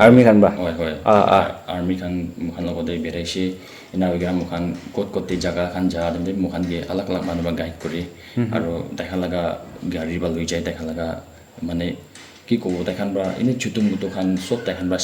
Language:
Naga Pidgin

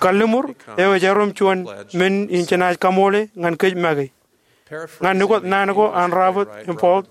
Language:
Marshallese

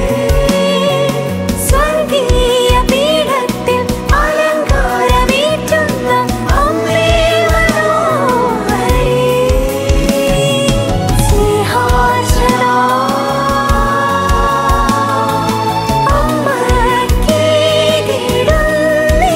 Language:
Malayalam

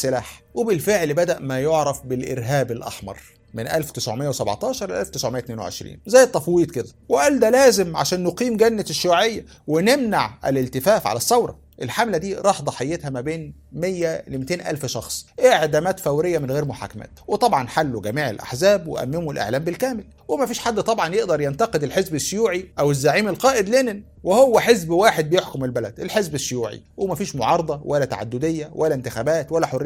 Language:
Egyptian Arabic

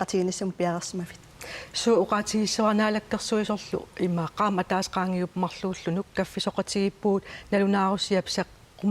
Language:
Kalaallisut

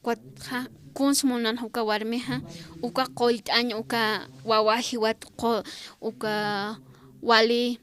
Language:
Aymara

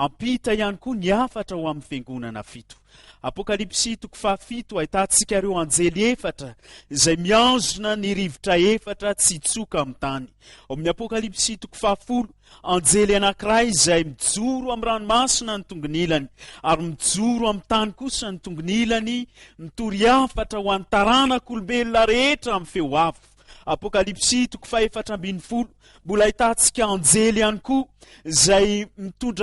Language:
Malagasy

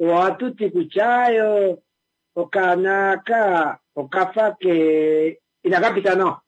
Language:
Kuanyama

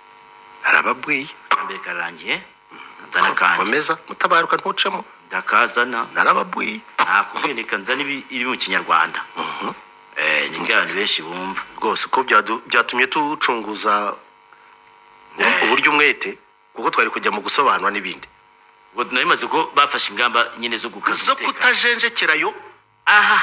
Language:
Kinyarwanda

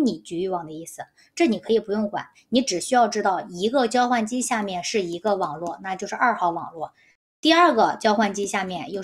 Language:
Chinese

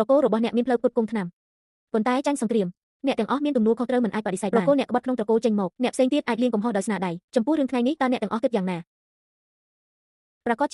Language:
Khmer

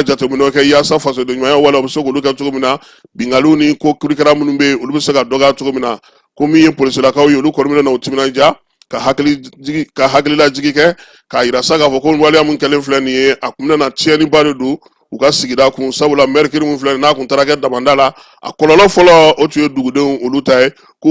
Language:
Bambara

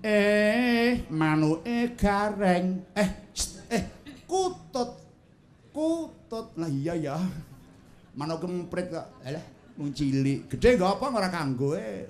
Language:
Javanese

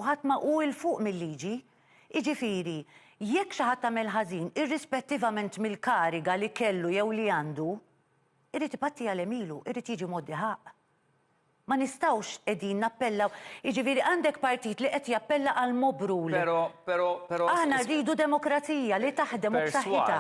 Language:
Maltese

